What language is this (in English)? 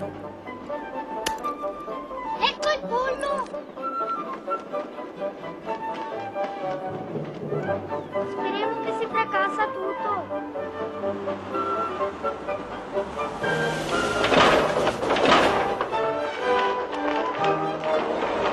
Italian